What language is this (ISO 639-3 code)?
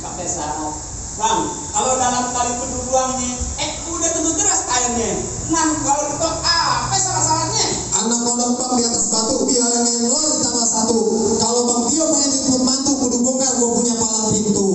bew